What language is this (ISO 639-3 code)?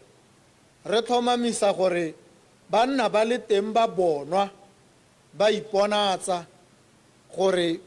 tsn